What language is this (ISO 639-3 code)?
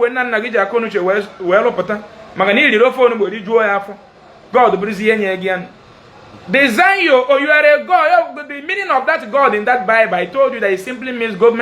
ibo